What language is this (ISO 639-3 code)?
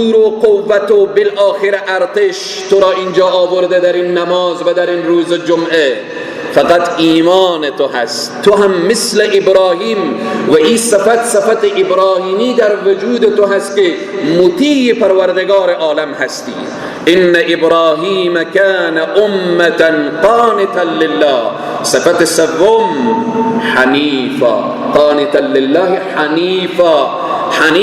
fas